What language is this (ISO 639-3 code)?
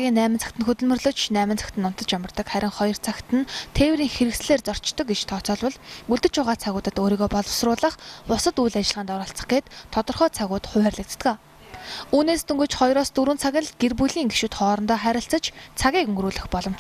mon